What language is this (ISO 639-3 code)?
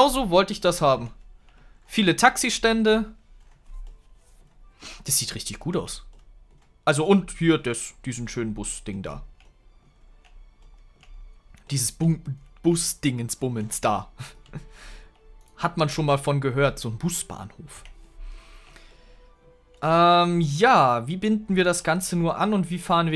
deu